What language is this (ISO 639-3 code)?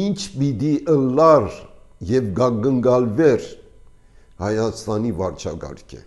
hye